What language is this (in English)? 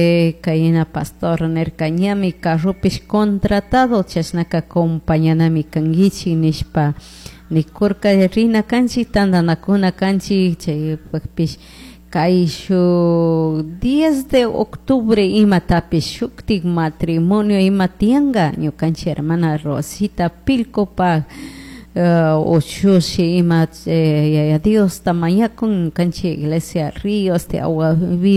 Chimborazo Highland Quichua